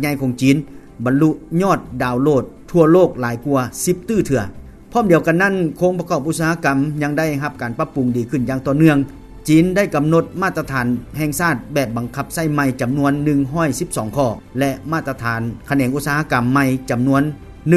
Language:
Lao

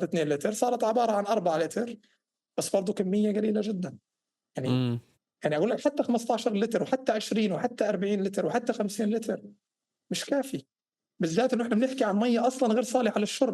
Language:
North Levantine Arabic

